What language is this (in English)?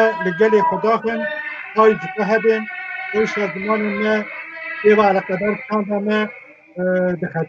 Kurdish